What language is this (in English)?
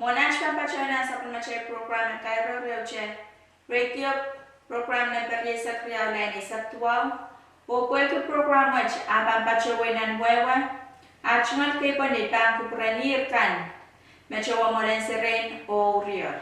Pohnpeian